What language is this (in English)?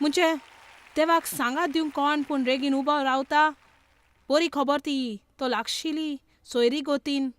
Konkani